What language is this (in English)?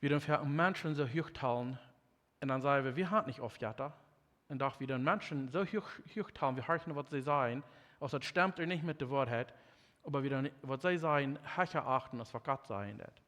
Plautdietsch